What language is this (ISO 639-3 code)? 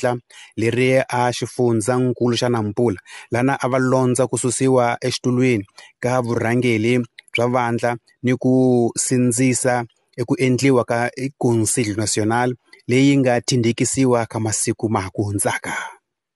tso